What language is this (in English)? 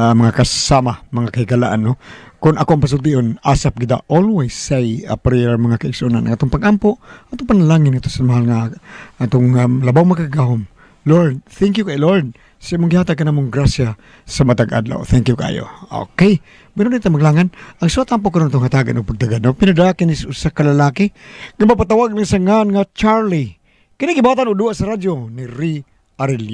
Cebuano